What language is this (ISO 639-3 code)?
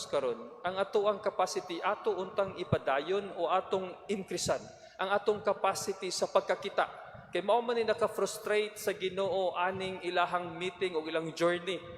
ceb